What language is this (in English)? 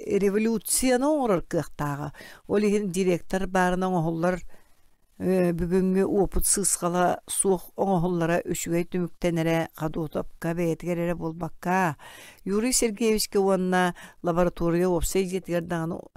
Yakut